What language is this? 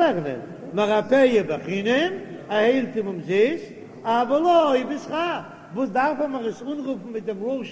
Yiddish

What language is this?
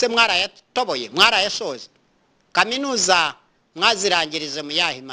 Kinyarwanda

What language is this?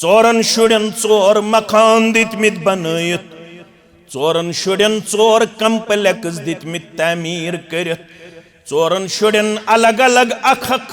Kashmiri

